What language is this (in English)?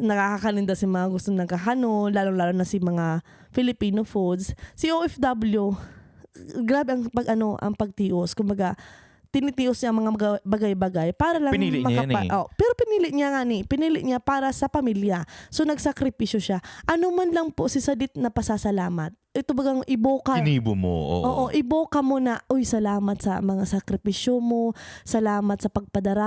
Bikol